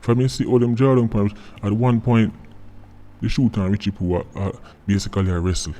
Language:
Jamaican Creole English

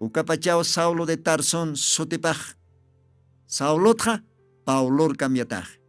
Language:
Aymara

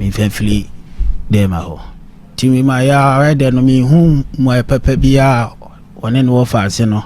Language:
Akan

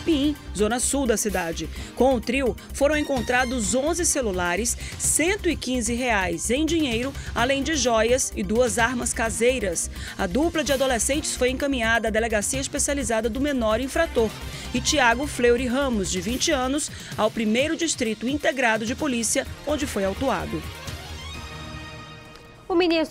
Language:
Portuguese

